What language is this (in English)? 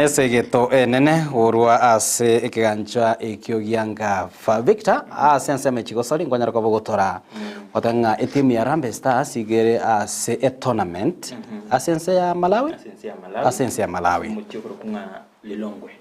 Gusii